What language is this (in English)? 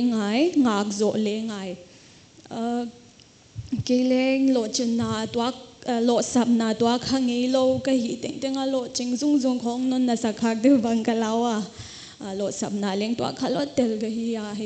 Paite Chin